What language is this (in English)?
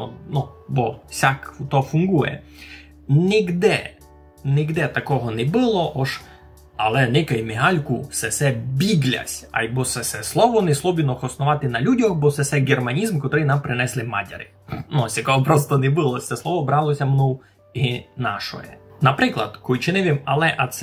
Rusyn